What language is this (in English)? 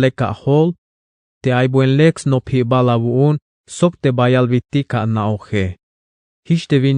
Tzeltal